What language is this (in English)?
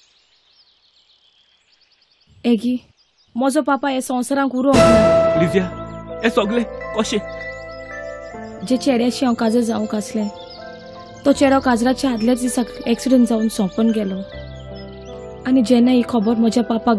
Konkani